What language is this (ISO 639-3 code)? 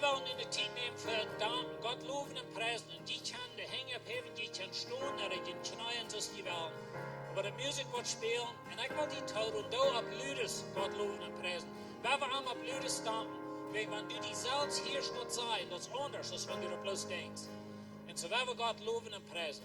pdt